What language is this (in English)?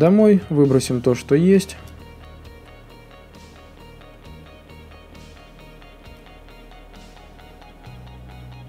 Russian